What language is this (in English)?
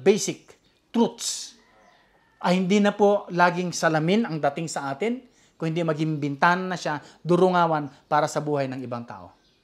Filipino